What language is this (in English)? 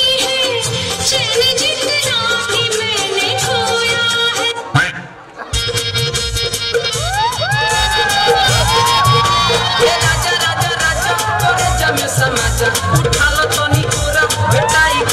Bhojpuri